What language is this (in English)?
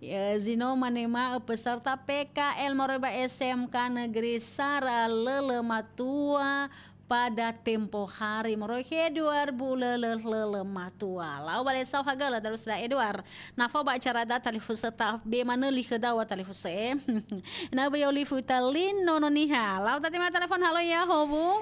Nias